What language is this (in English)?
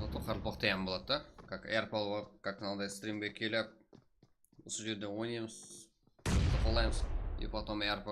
Kara-Kalpak